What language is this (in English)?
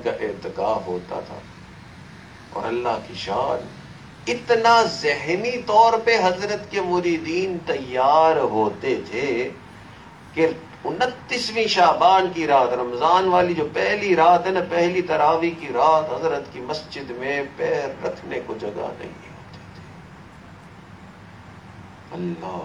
Urdu